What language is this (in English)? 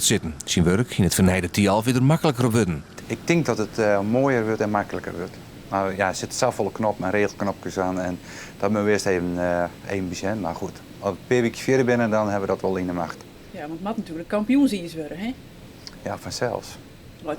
Western Frisian